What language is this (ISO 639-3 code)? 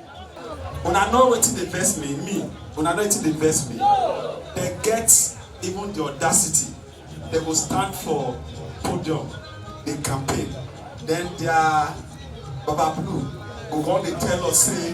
pcm